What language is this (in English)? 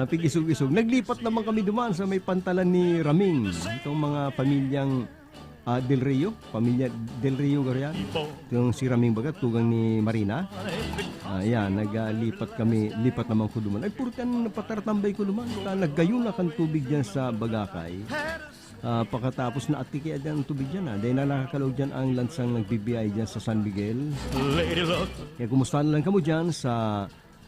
Bikol